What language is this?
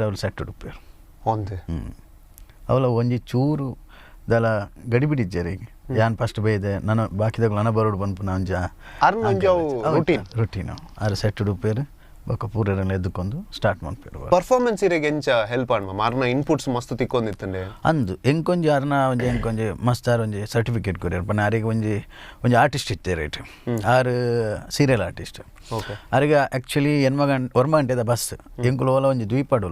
Tulu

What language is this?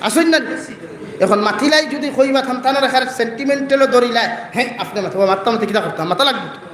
Sylheti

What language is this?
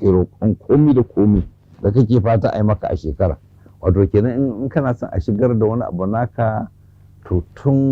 Hausa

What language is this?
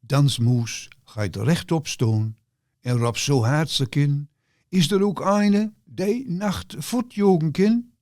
Gronings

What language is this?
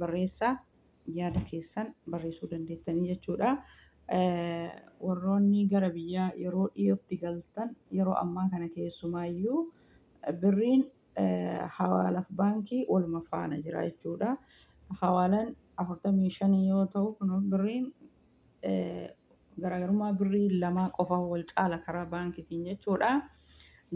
Oromo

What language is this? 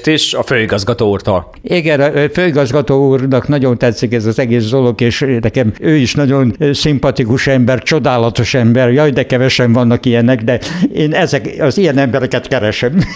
Hungarian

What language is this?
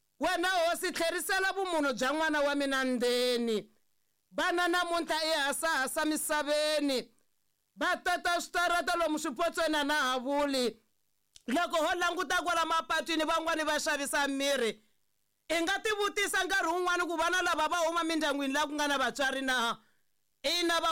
Tsonga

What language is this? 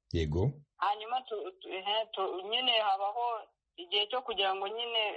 Kinyarwanda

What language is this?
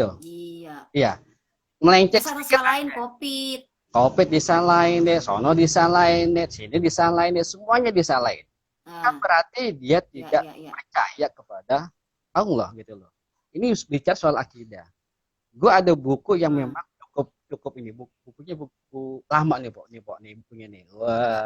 Betawi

